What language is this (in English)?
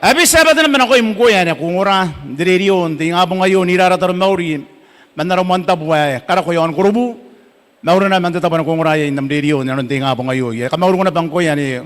Gilbertese